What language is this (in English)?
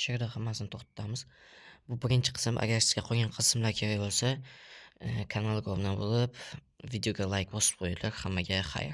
Uzbek